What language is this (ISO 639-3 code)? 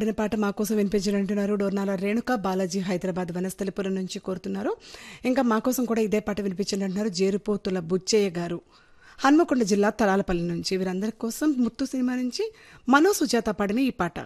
tel